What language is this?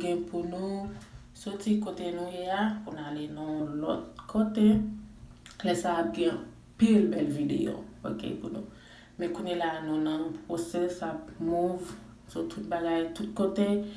Haitian Creole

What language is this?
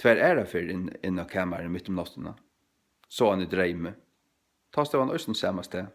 Faroese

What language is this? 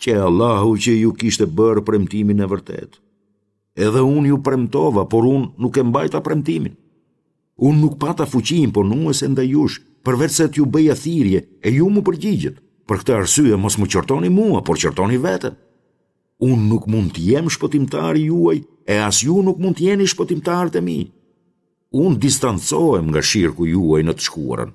Albanian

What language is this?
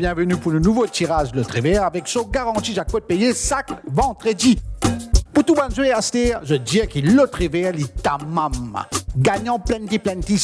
Morisyen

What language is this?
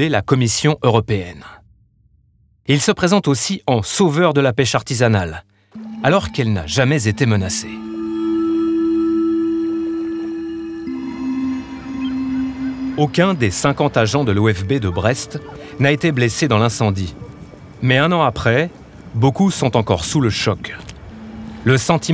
French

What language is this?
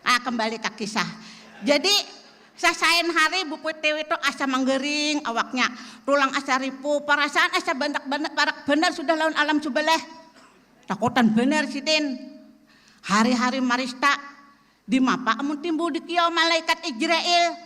Banjar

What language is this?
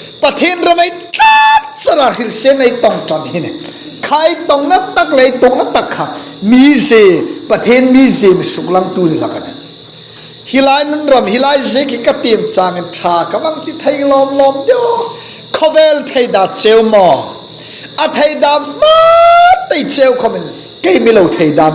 Hmar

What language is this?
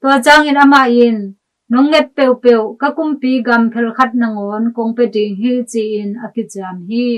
Tedim Chin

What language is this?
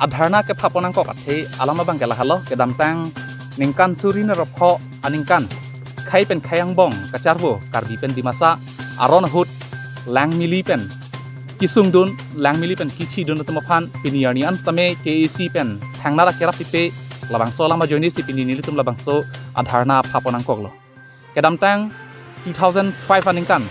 Karbi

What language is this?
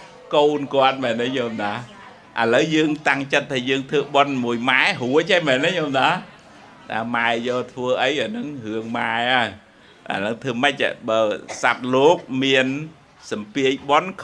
Khmer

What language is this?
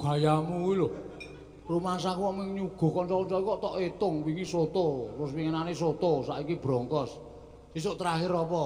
Javanese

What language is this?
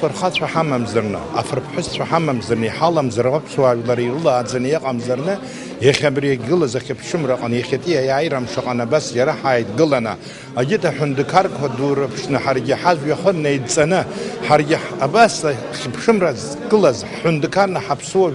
Abkhazian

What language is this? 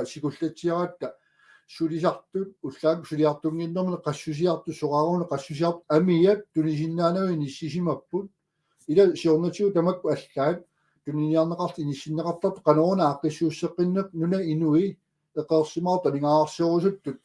Kalaallisut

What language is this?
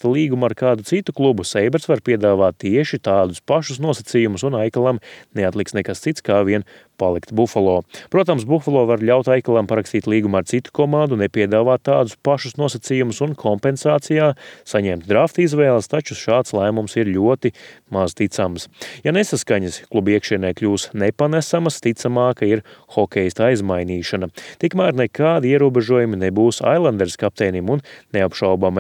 Latvian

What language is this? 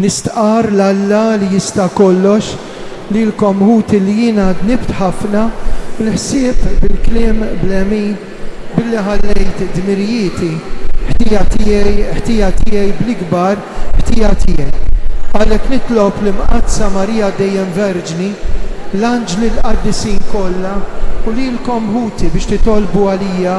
Maltese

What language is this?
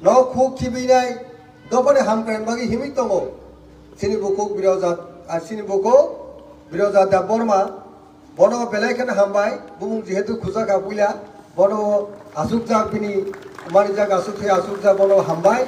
Kok Borok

